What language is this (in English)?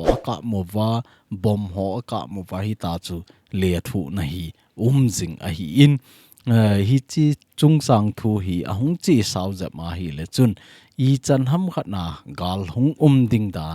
Thado Chin